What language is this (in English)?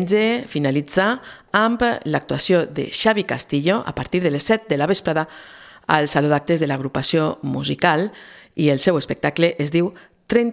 Catalan